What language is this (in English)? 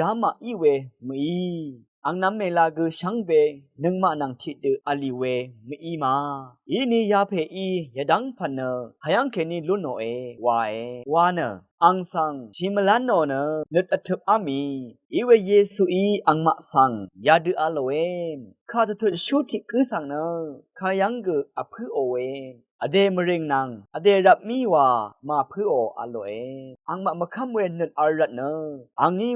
Rawang